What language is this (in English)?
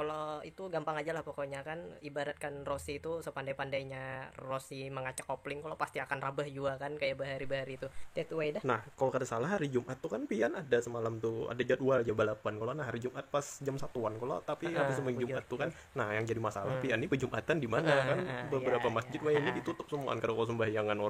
Banjar